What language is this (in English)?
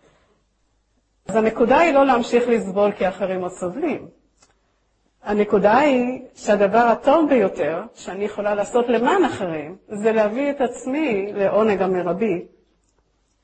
Hebrew